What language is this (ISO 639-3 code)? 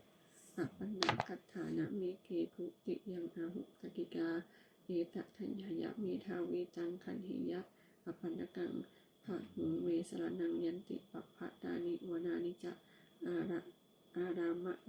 pli